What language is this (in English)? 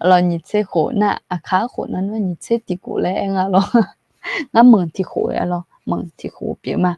Akha